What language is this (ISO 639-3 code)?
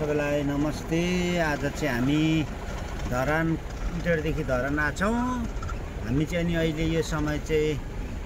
nep